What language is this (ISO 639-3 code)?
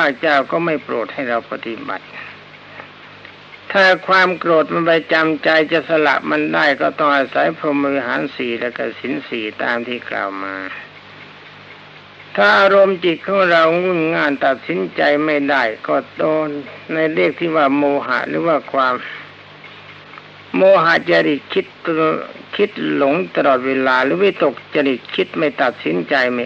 tha